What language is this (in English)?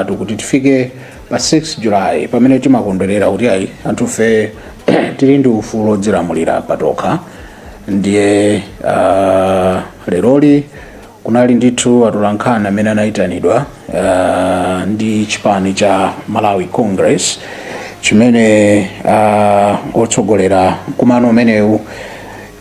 Nyanja